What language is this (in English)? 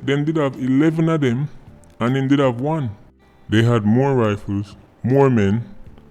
Jamaican Creole English